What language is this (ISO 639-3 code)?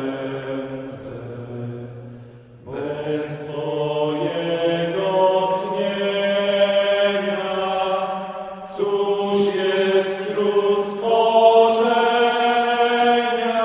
pol